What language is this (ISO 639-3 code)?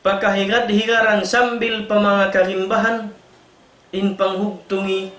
tsg